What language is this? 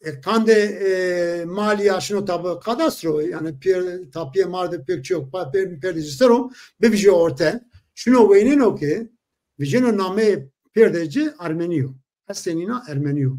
Zaza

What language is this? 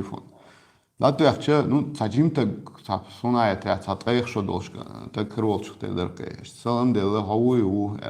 Chechen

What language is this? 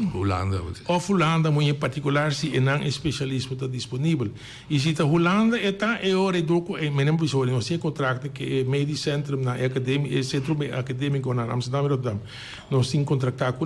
Papiamento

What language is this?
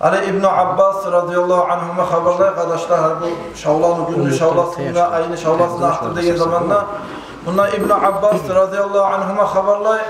Kumyk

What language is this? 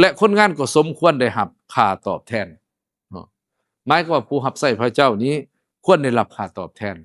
Lao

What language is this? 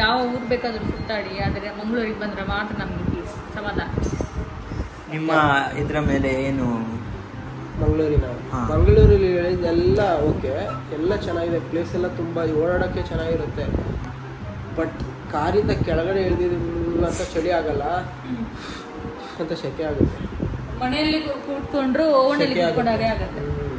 Kannada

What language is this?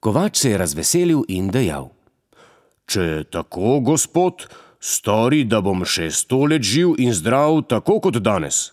Slovenian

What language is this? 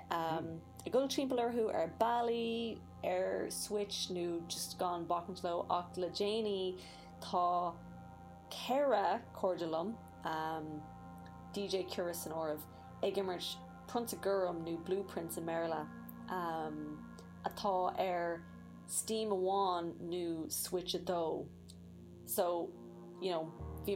Irish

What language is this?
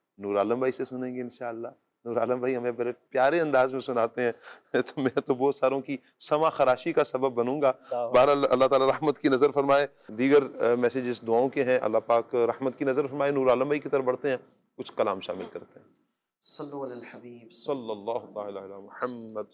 Urdu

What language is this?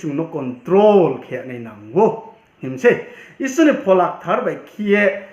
Riang (India)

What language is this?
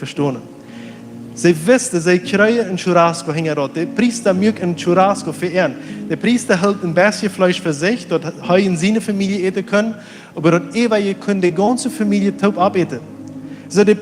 Plautdietsch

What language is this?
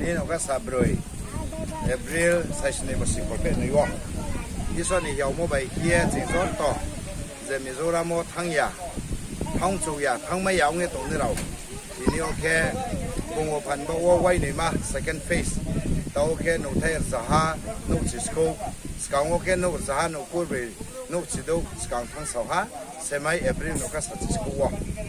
Riang (India)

